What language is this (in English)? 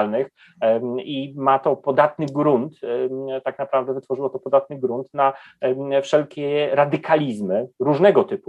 Polish